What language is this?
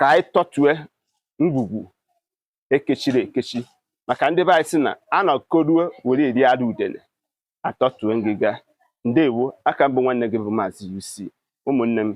Igbo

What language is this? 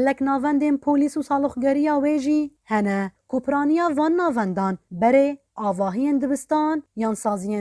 Kurdish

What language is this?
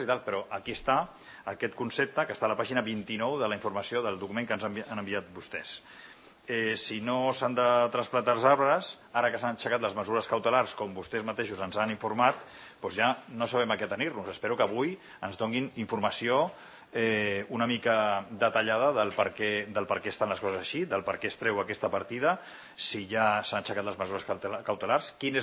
Catalan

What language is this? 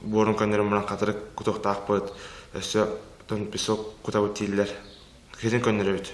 Yakut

